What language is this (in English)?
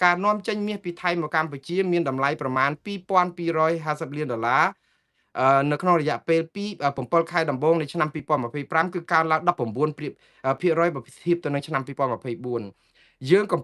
Khmer